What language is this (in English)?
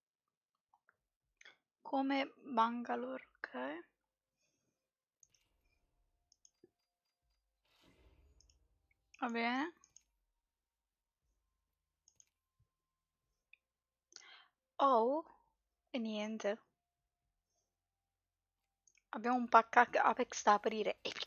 Italian